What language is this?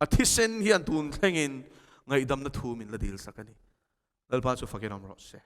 Mizo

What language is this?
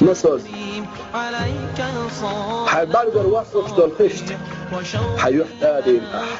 Chechen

